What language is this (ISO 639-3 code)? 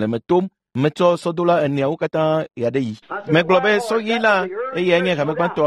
ewe